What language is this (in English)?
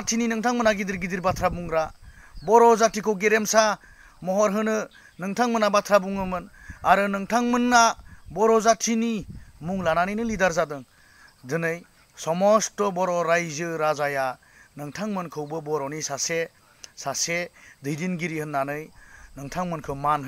Bodo